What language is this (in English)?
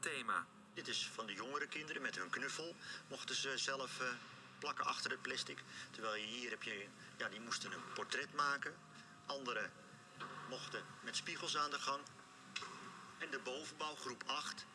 Dutch